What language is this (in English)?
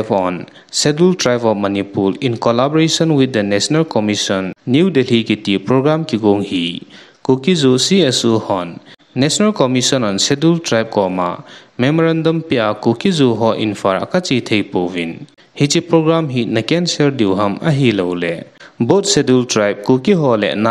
Thado Chin